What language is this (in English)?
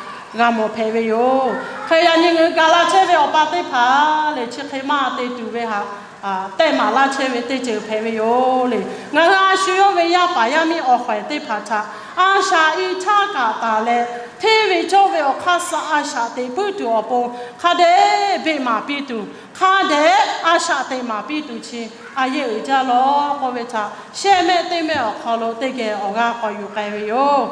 Lahu